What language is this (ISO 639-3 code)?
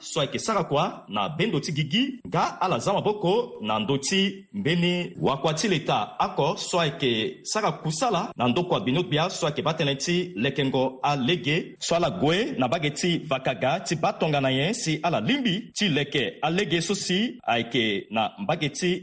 sag